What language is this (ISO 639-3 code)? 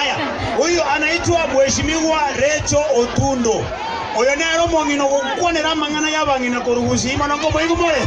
guz